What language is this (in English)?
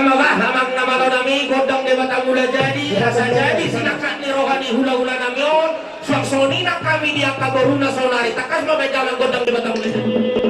Batak Toba